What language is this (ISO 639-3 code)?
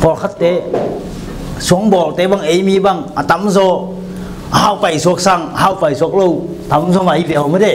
ctd